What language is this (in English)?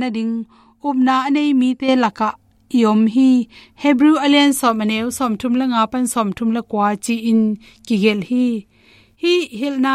Tedim Chin